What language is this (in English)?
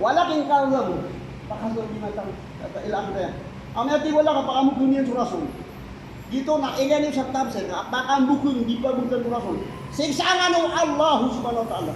Maranao